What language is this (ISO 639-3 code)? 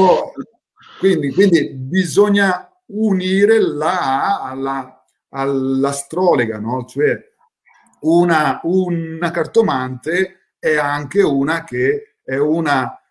ita